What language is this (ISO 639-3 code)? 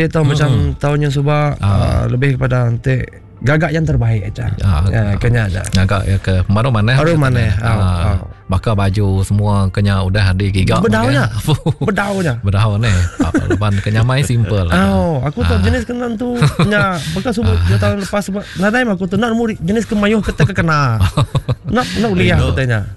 iba